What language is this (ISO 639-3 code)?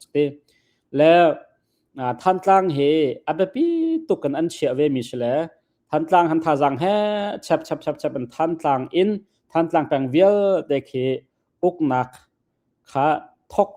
cnh